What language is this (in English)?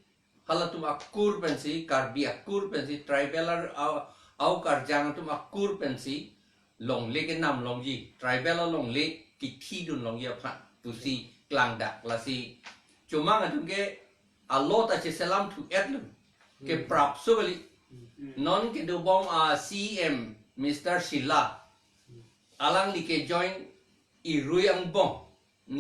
Karbi